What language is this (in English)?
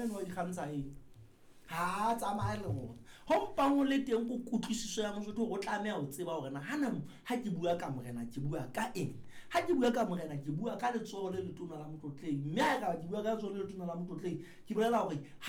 Southern Sotho